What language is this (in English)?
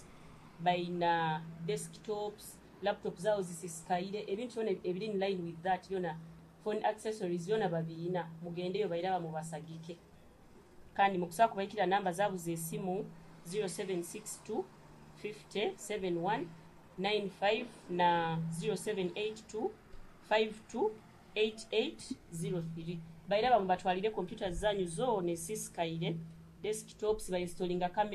Nyoro